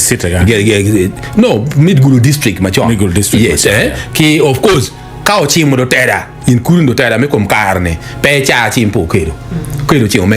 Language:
Acoli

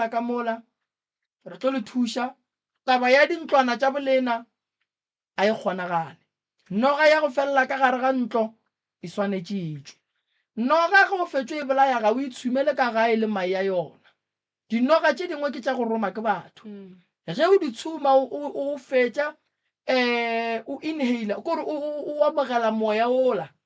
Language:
Northern Sotho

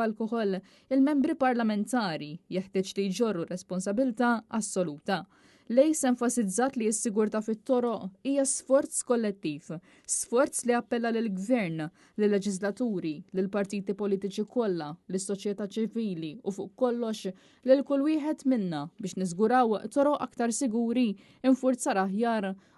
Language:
Maltese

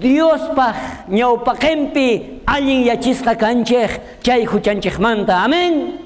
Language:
South Bolivian Quechua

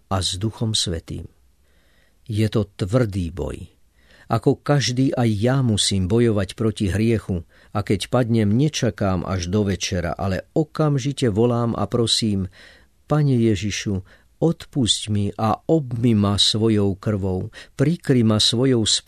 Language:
Slovak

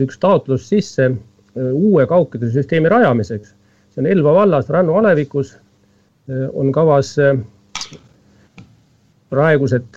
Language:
Estonian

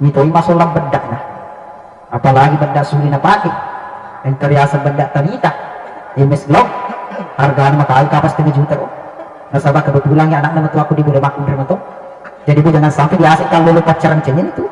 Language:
Buginese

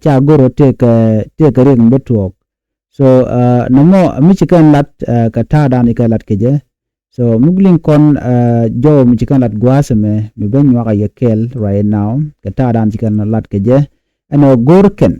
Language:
Nuer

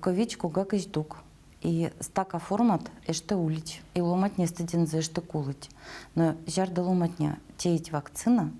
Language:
Erzya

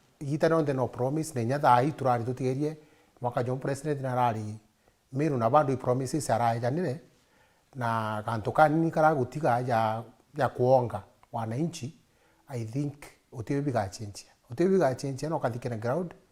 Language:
Meru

